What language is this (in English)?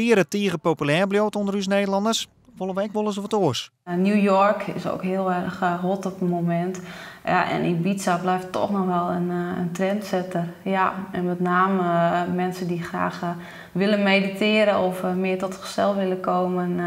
Western Frisian